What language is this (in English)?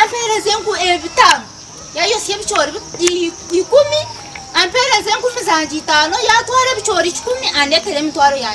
Nyankole